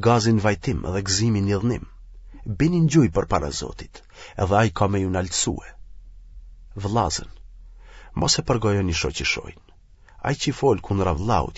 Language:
Albanian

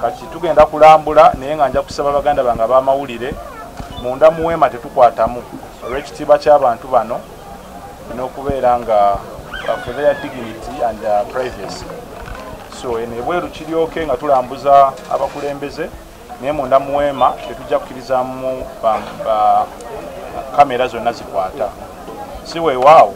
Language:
Ganda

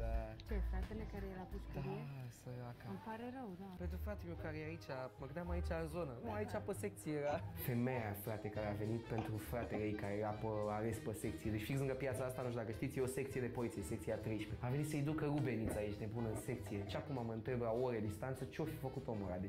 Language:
Romanian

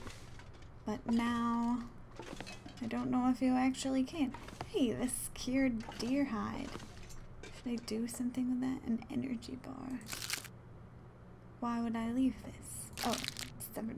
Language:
English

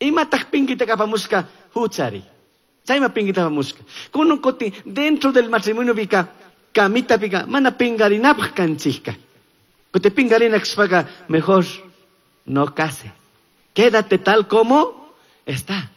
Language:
Chimborazo Highland Quichua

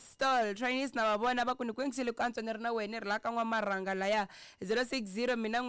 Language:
Tsonga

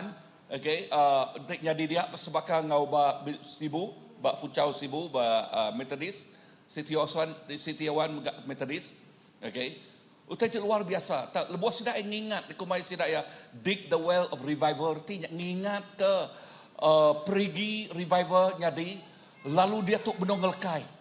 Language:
Iban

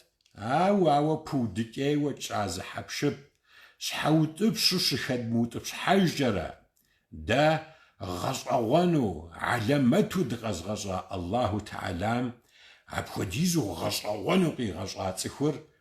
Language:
Kabardian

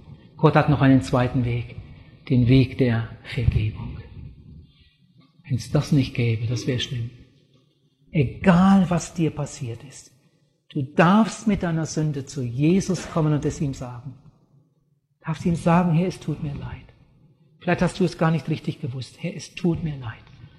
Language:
German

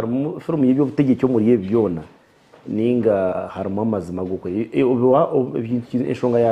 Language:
Nyankole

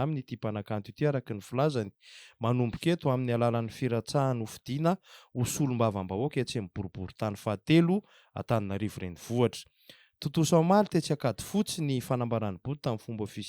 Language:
Malagasy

